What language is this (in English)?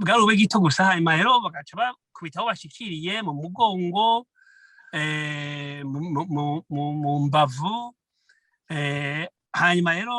Rundi